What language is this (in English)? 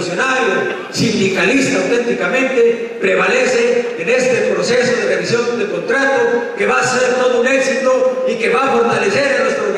Spanish